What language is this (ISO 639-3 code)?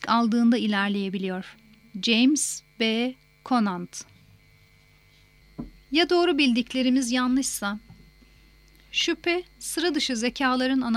tur